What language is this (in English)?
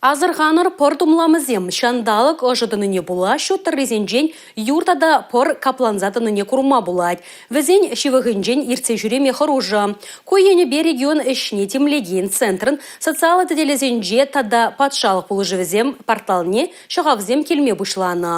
Chuvash